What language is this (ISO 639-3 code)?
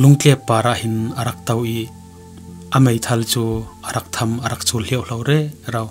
cfm